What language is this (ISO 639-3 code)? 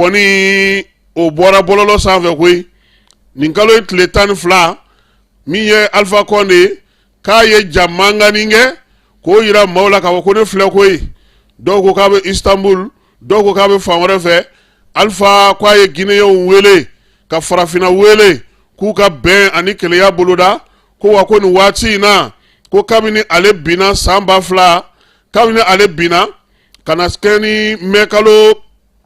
bam